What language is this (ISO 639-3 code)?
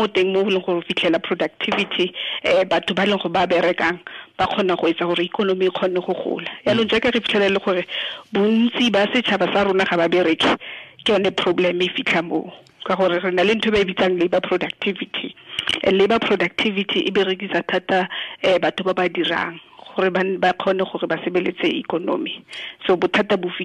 tsn